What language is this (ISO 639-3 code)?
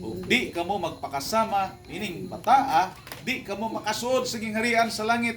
ceb